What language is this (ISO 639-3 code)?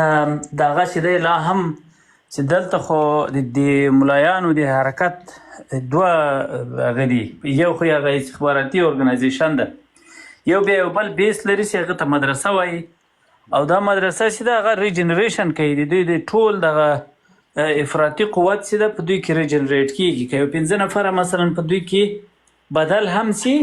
pus